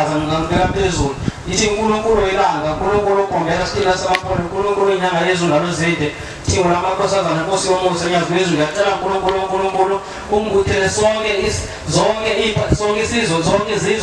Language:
Zulu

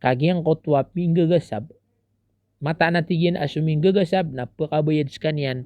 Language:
Maranao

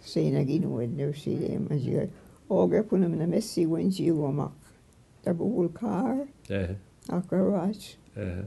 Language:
Mi'kmaw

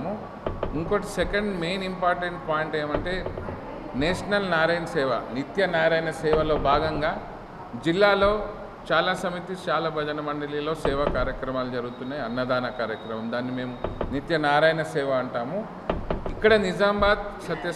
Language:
Telugu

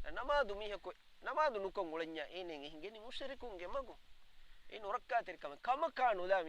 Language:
Divehi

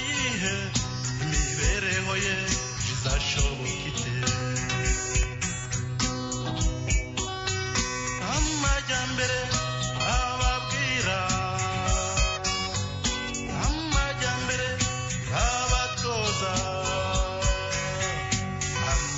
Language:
Kinyarwanda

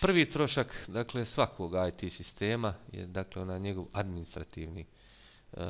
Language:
Bosnian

